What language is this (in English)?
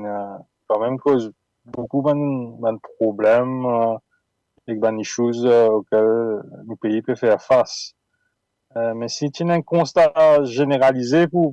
Morisyen